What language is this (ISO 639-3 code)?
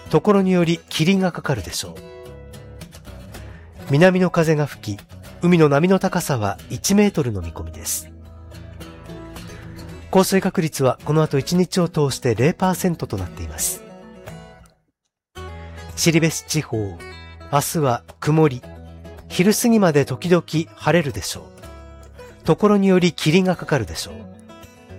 jpn